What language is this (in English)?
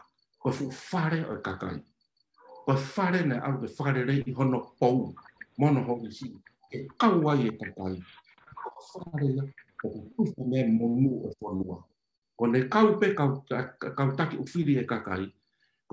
Tongan